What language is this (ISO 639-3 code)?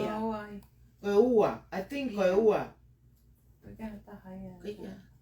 ton